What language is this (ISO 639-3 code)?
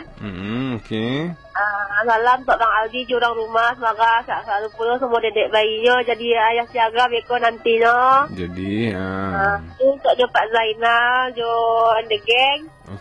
min